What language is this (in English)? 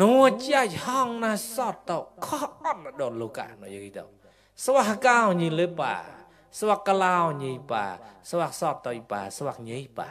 Mon